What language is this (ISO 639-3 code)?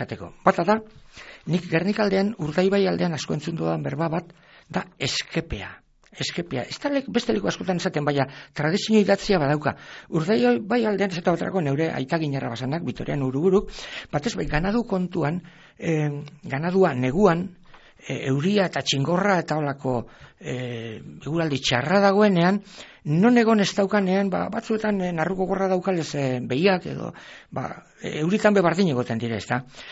eus